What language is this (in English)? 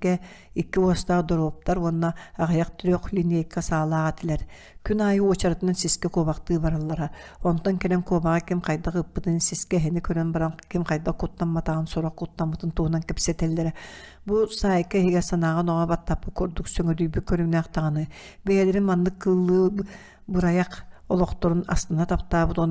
Yakut